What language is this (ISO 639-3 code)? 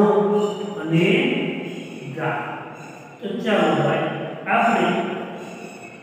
guj